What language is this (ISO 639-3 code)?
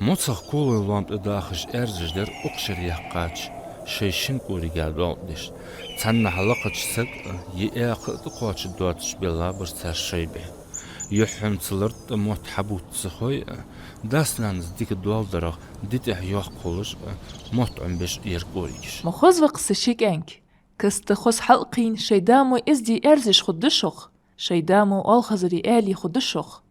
inh